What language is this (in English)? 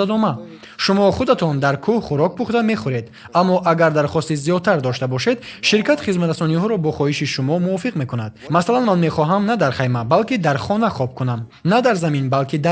Tajik